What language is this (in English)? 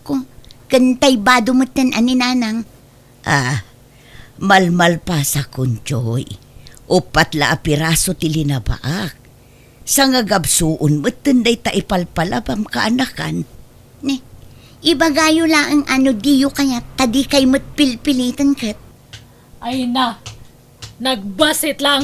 Iloko